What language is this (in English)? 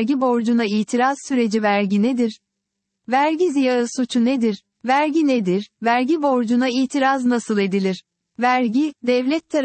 Turkish